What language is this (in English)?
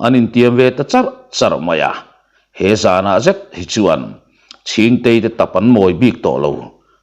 Mizo